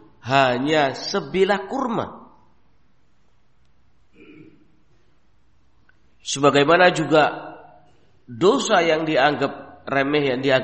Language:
Indonesian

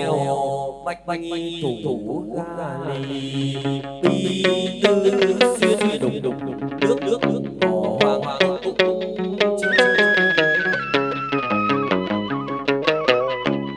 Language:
Vietnamese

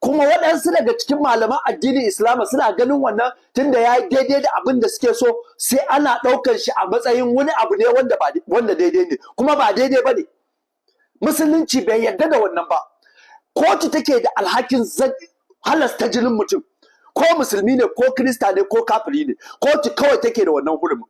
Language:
Hausa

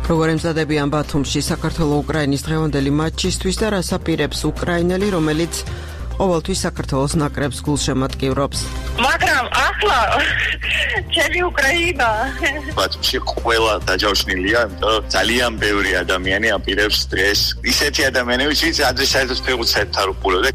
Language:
Georgian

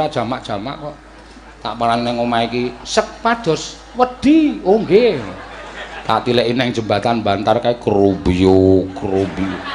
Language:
Javanese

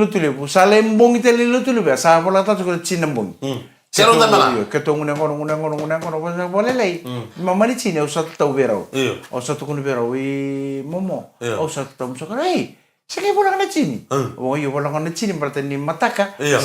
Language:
Fijian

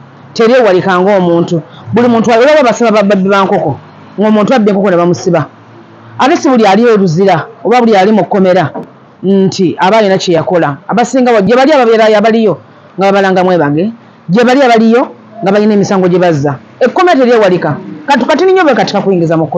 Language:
Ganda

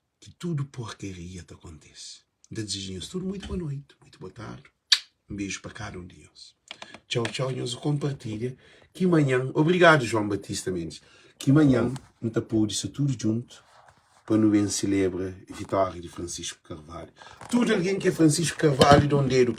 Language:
Kabuverdianu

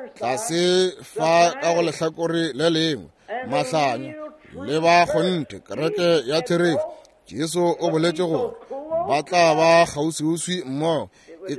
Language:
Northern Sotho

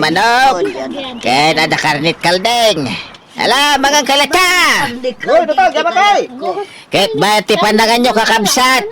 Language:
Iloko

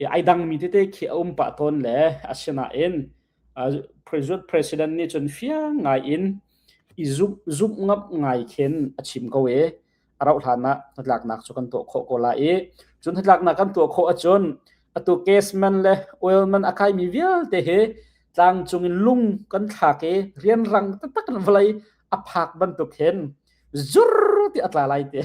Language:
Hakha Chin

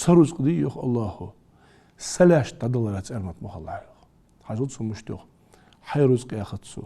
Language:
Ingush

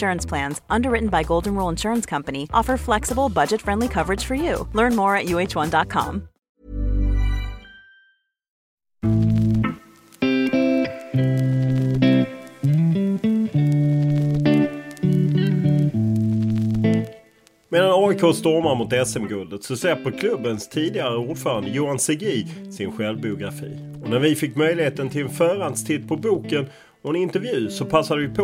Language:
Swedish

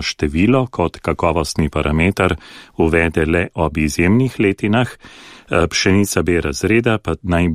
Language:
Slovenian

